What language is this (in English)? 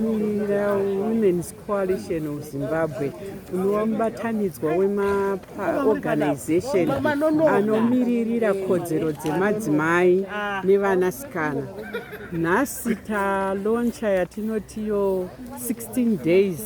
Shona